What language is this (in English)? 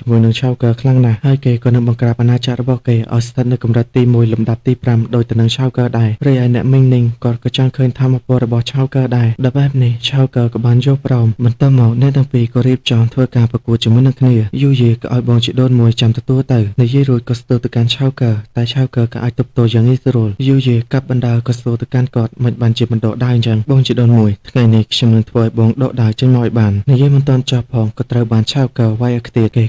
Khmer